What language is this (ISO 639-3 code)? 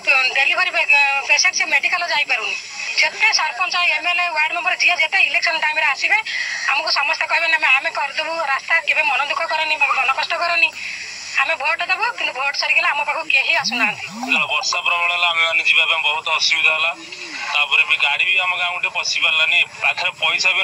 ori